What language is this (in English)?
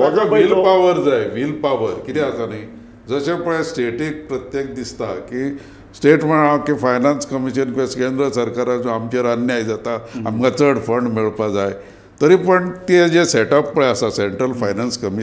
Konkani